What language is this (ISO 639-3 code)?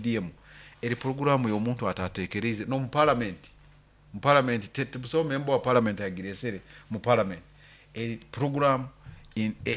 nyo